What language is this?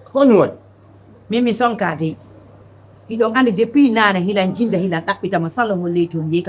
Fula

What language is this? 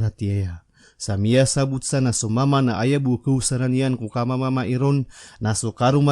Maranao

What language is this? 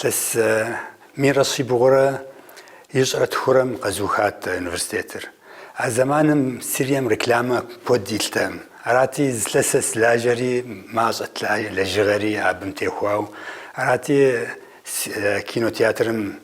Kabardian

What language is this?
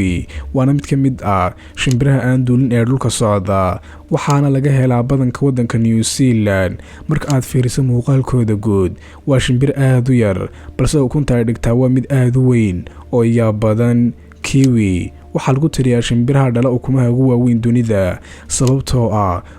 Somali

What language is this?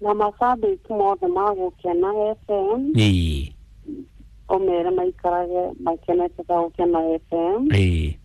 Kikuyu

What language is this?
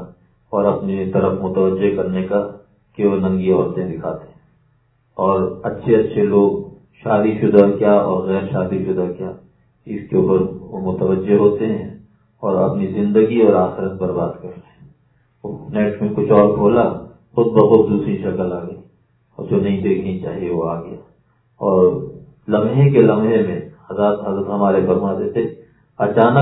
Urdu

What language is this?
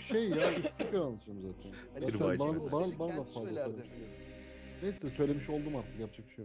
Turkish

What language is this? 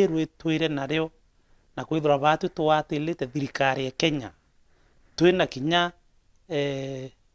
Meru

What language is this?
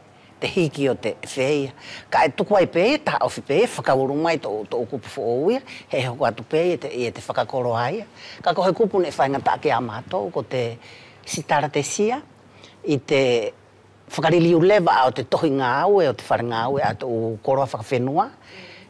Wallisian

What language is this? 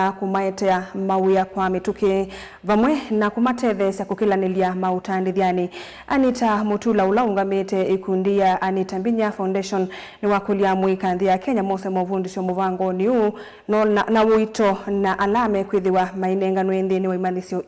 Kamba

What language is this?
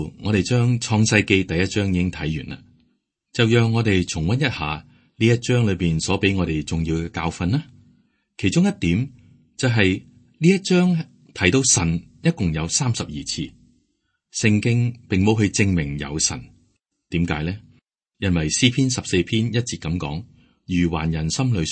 Cantonese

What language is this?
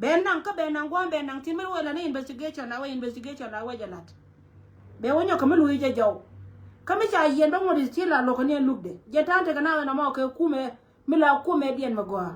Nuer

